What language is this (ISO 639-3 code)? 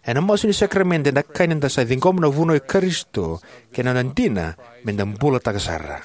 fij